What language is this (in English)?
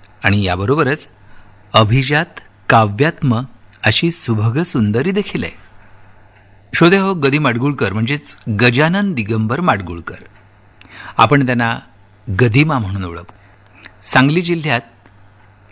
Marathi